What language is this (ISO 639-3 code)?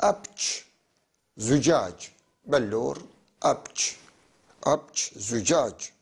apc